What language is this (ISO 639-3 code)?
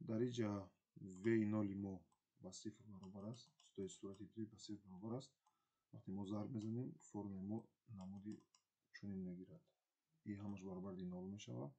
tgk